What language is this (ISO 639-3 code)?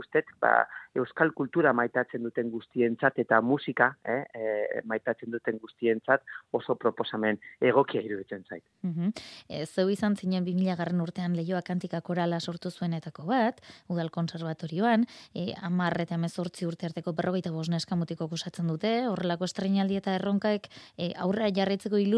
eus